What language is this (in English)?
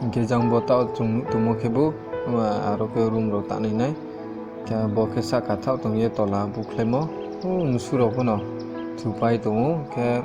Riang (India)